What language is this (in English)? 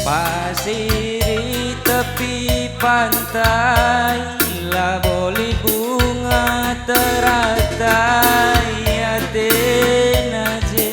Batak Karo